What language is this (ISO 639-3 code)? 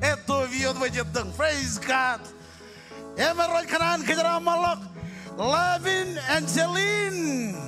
mah